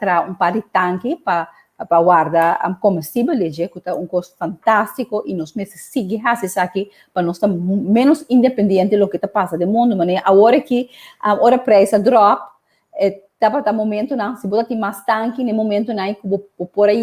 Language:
Papiamento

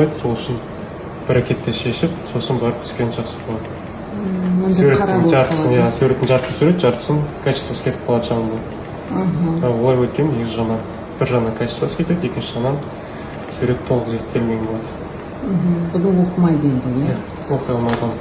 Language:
Kazakh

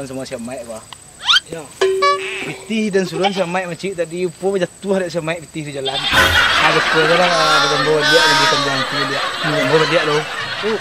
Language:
Minangkabau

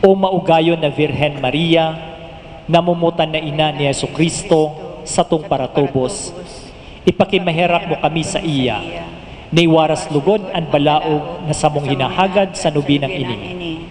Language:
Bikol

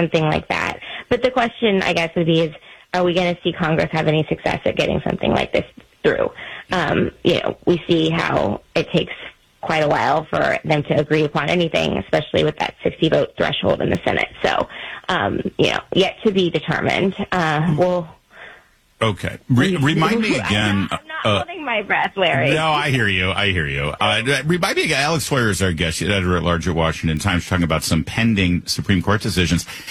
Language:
English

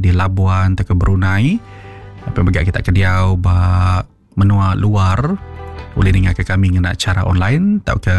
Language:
Iban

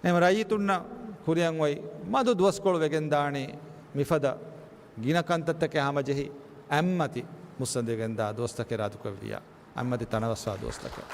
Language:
Divehi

